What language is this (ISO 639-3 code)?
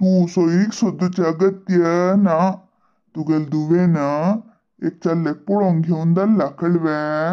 kok